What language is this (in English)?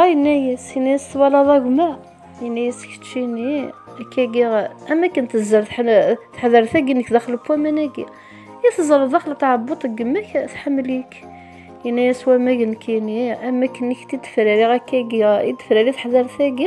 Kabyle